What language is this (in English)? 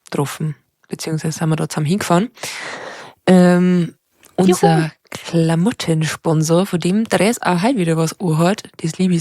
Bavarian